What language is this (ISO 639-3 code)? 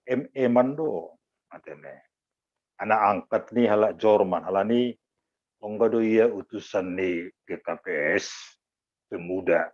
bts